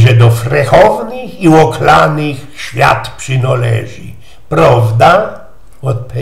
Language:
Silesian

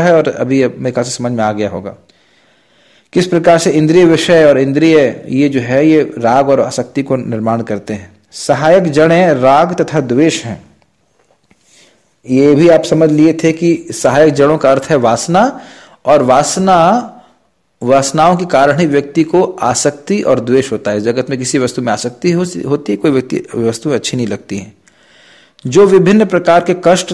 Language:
Hindi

